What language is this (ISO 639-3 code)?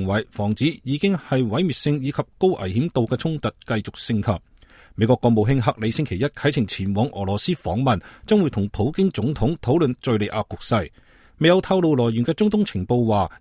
yue